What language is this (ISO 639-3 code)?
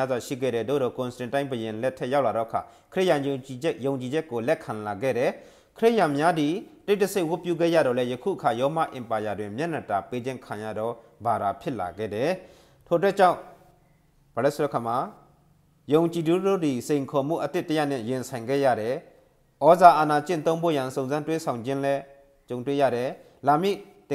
mya